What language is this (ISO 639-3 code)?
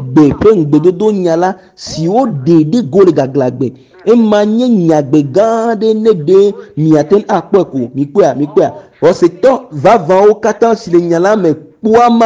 ewe